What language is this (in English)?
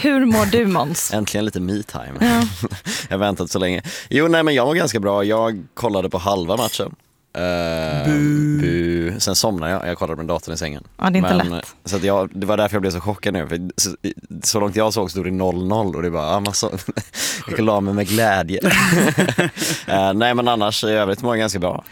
Swedish